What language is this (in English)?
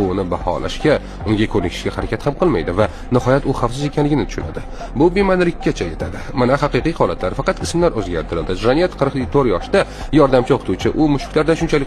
Uzbek